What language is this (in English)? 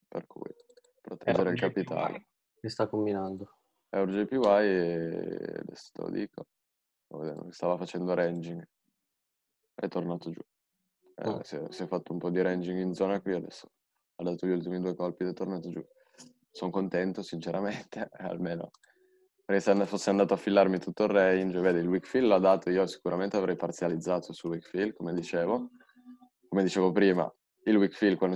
Italian